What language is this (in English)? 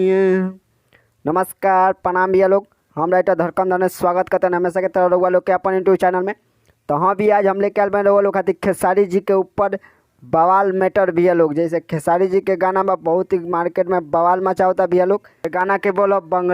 Bhojpuri